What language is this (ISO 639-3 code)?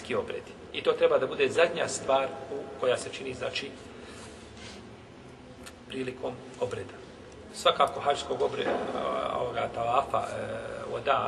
bos